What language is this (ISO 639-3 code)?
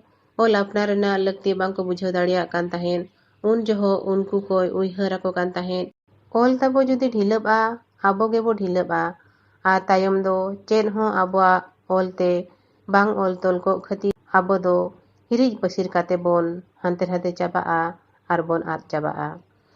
sat